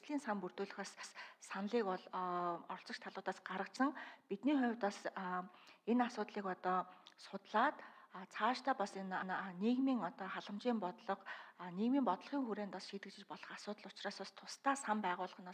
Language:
Mongolian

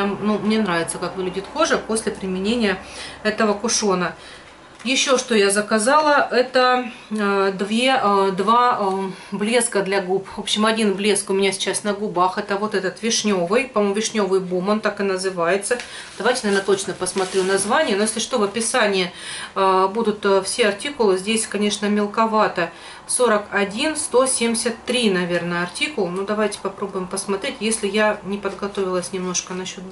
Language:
Russian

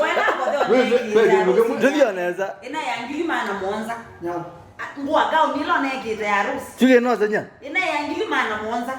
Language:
Kamba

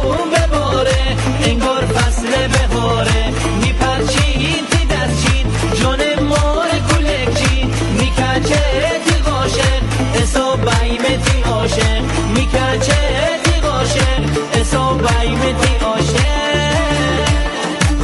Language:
Persian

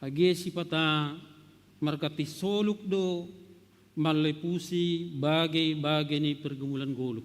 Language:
Batak Simalungun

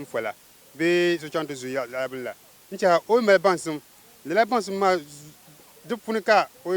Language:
Dagbani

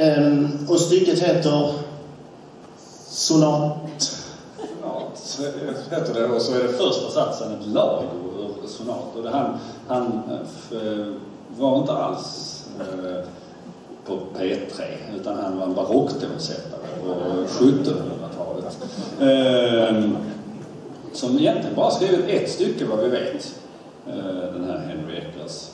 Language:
Swedish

